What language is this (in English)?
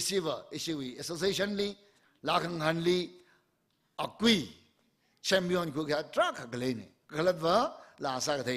Tangkhul Naga (India)